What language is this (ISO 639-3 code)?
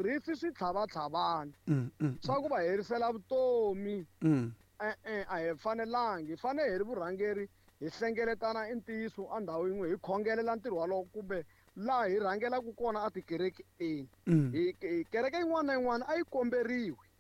tso